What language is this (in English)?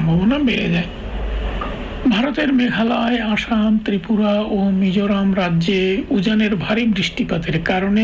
Bangla